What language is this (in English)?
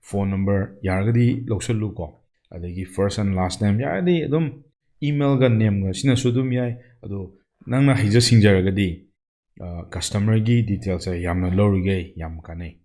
Manipuri